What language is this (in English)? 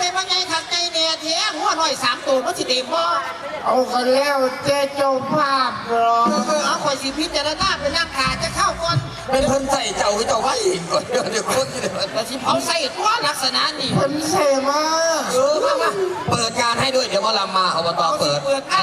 Northeastern Thai